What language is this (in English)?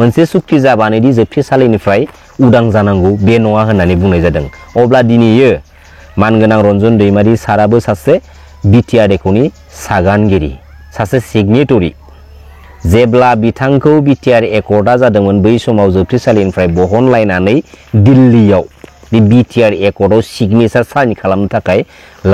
Bodo